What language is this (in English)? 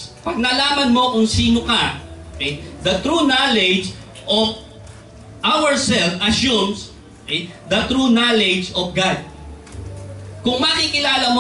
Filipino